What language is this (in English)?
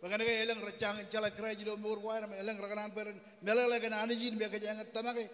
Marshallese